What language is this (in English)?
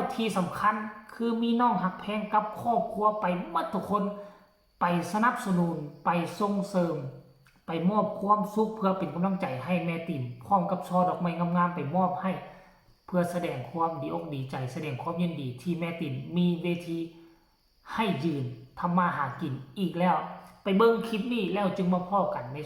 Northeastern Thai